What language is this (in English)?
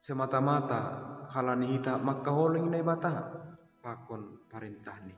Batak Simalungun